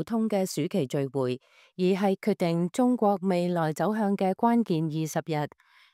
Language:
Cantonese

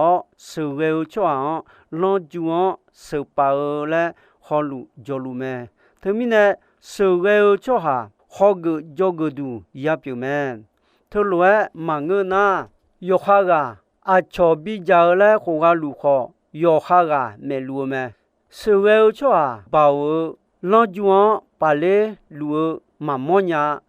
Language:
Akha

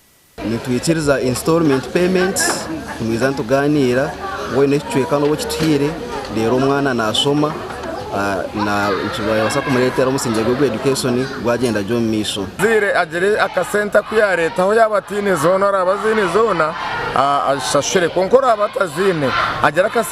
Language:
Nyankole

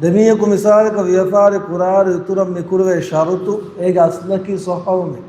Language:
Divehi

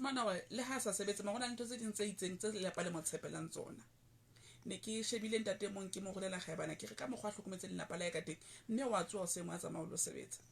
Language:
Southern Sotho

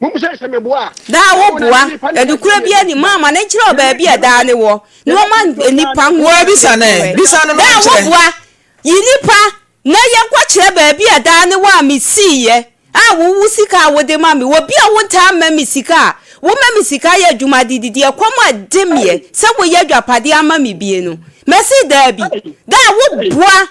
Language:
Akan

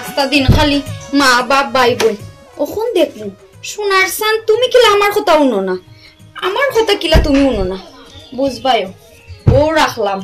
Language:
Sylheti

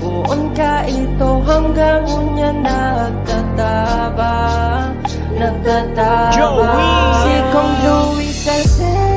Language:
Bikol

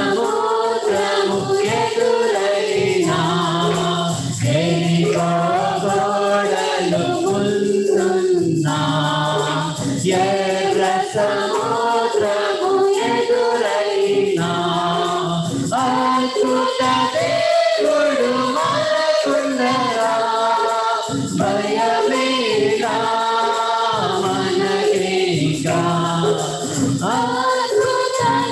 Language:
Telugu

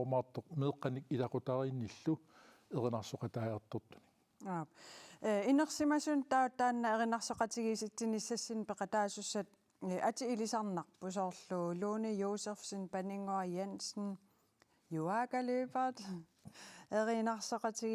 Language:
Kalaallisut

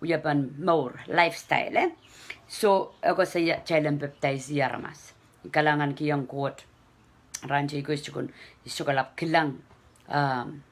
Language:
Pohnpeian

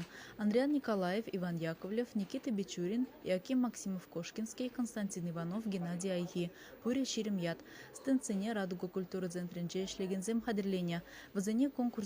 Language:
Chuvash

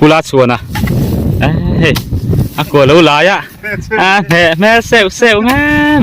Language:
Mizo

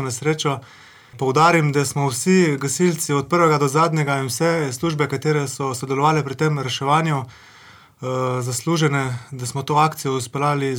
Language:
Slovenian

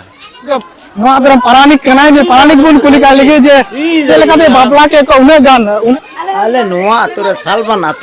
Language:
Santali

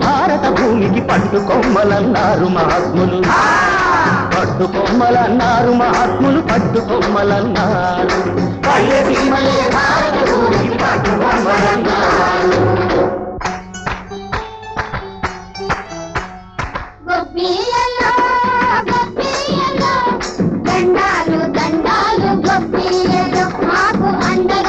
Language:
Telugu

